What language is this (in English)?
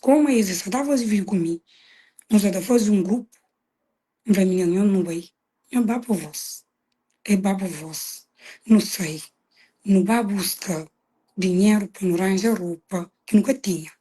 Kabuverdianu